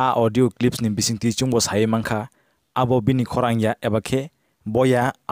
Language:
Kok Borok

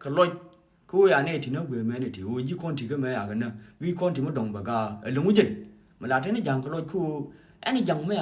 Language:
Nuer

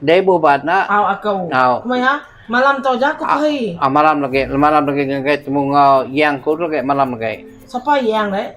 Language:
Iban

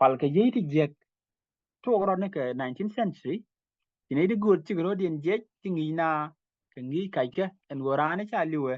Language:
Nuer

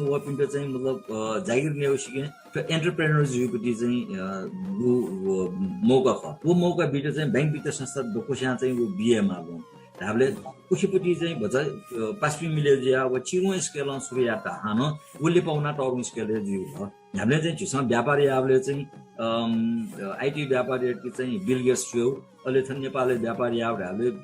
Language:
Newari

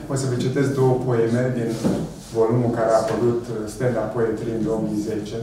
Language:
Romanian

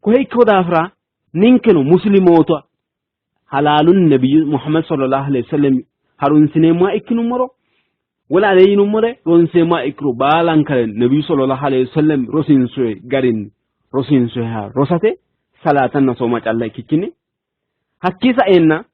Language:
Sidamo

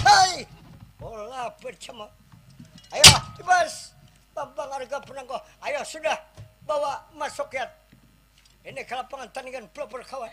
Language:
Banjar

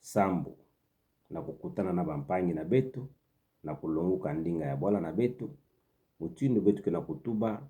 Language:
Kituba (Democratic Republic of Congo)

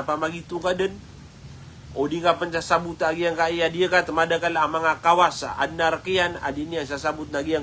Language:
Maranao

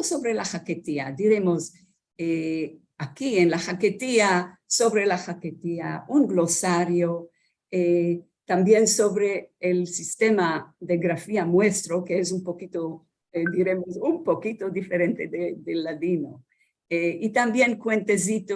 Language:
Ladino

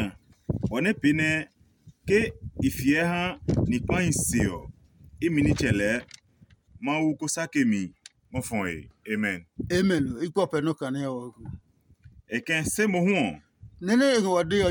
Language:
Adangme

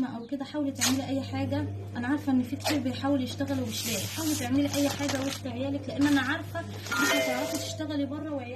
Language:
Egyptian Arabic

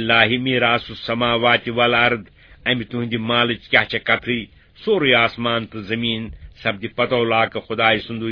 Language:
Kashmiri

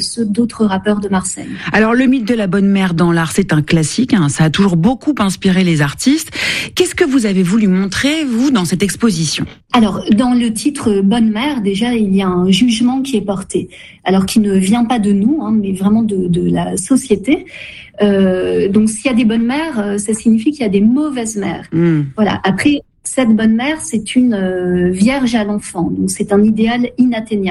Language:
French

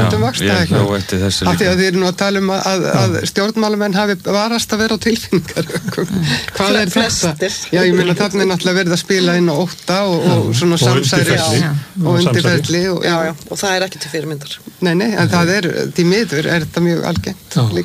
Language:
Icelandic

